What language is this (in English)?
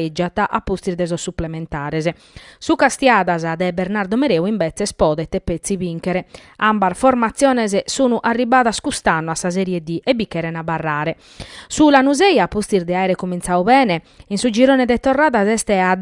Sardinian